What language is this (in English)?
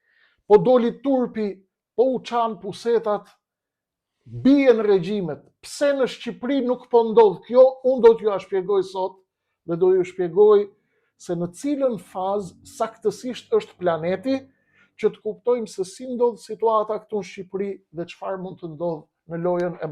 Albanian